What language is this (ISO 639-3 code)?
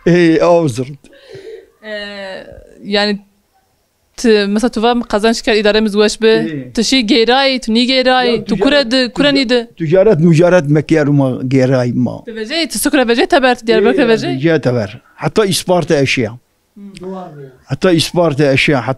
zza